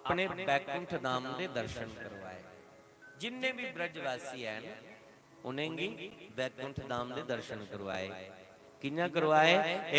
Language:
Dogri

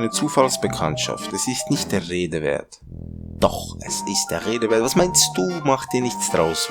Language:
Swiss German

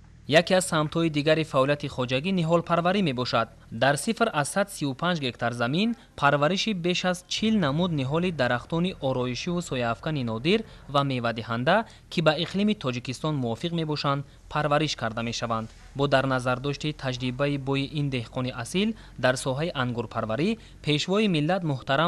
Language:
Tajik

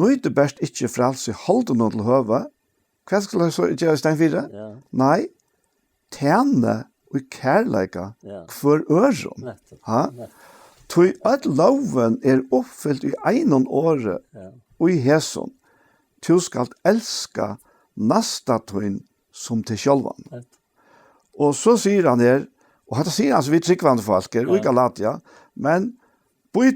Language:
Faroese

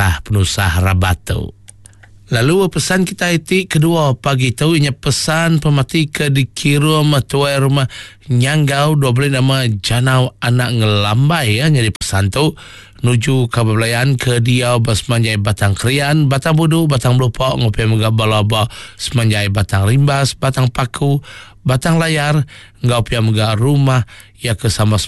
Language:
Iban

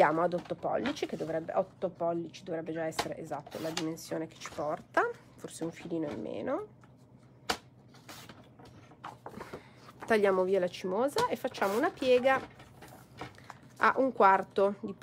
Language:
Italian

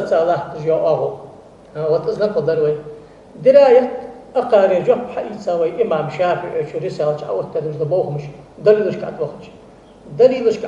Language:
Ingush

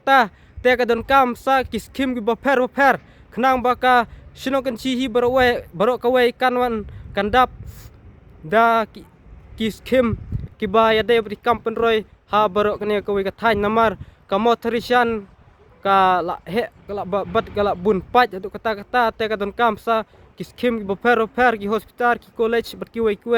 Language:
Khasi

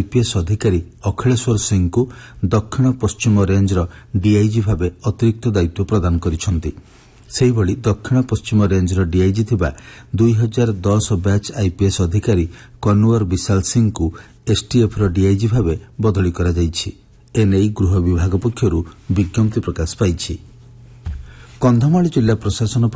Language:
Odia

